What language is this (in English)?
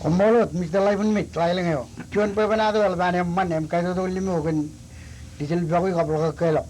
Marshallese